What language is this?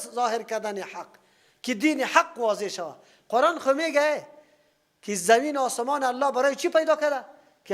Persian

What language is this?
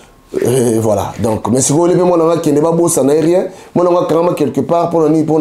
Lingala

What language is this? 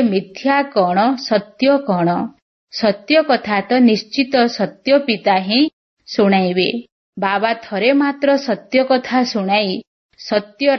Odia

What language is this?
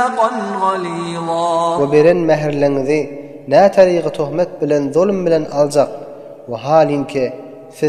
Turkmen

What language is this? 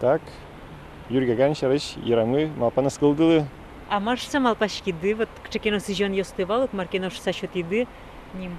Udmurt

